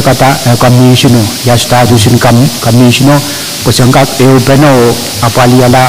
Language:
Pohnpeian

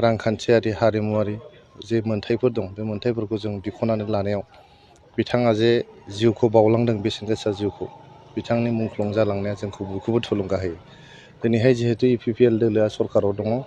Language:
Bodo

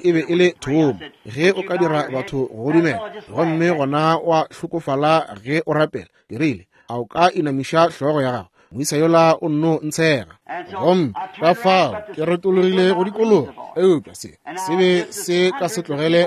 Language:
Northern Sotho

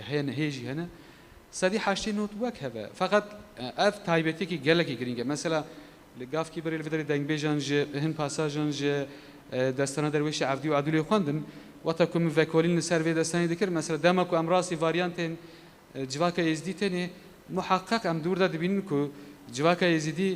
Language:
Kurdish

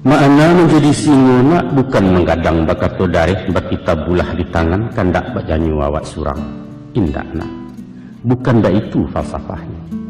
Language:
Minangkabau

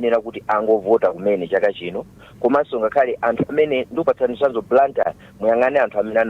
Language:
Nyanja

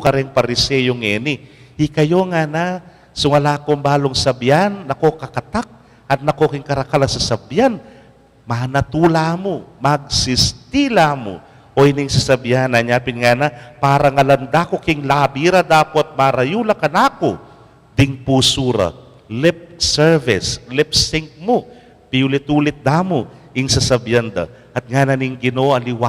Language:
Pampanga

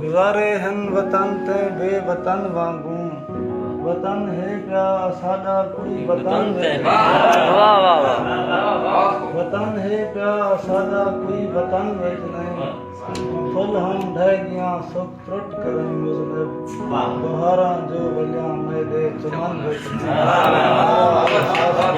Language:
Saraiki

